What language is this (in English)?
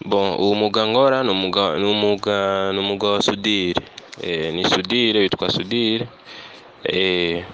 Rundi